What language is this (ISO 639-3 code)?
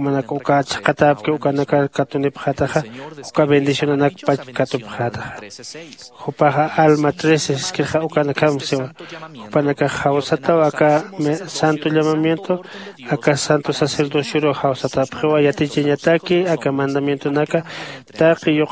aym